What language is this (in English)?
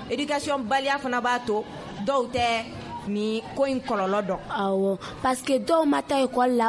Bambara